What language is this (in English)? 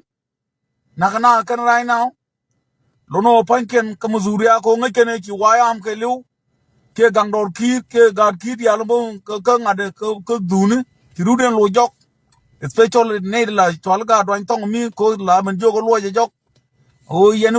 Nuer